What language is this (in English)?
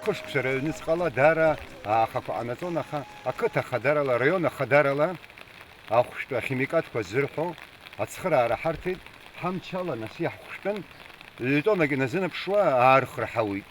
Abkhazian